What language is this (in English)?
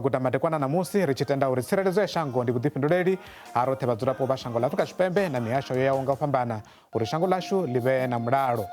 Venda